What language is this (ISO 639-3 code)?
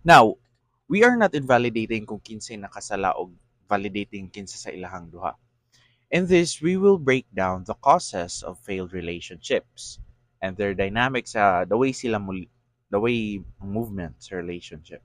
ceb